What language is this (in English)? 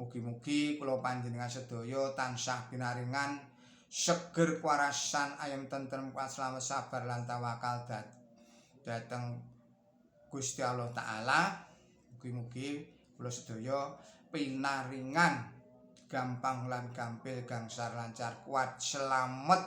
Javanese